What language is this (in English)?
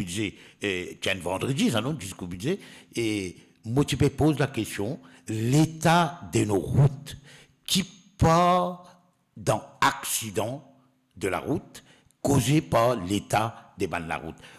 Morisyen